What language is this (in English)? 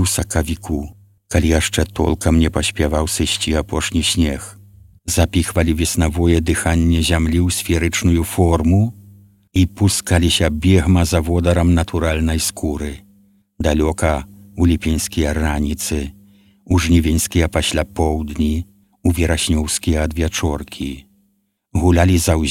Belarusian